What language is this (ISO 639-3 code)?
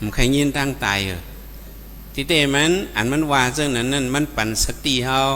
shn